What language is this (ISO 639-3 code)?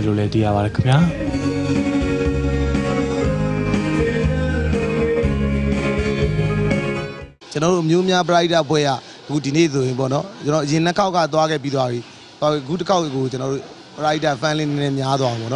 mya